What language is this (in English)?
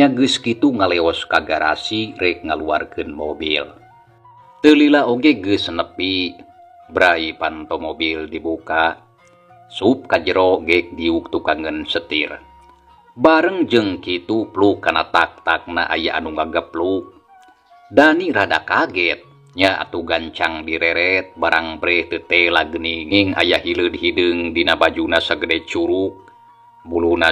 Sundanese